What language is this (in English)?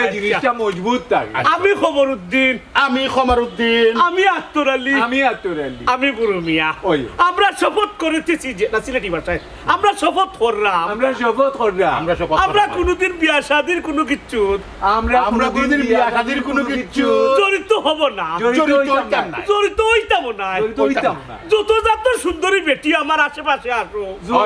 Sylheti